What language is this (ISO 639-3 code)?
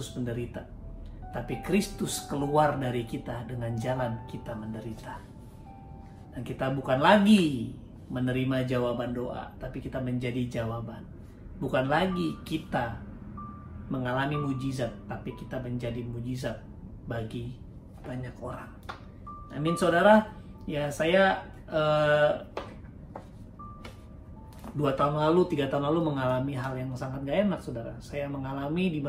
ind